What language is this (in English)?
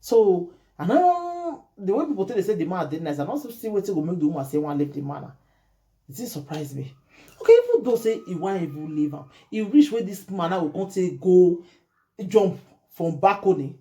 Nigerian Pidgin